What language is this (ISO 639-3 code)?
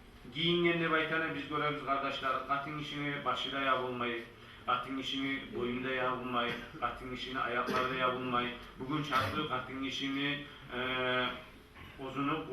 kum